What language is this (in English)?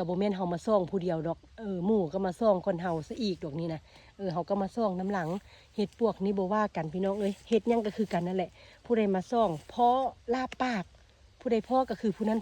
Lao